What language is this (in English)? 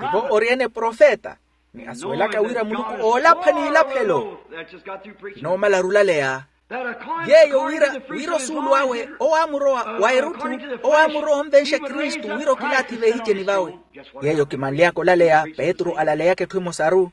Makhuwa